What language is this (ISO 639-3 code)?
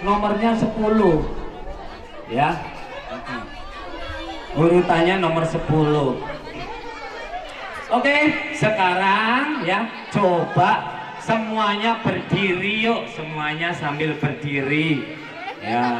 ind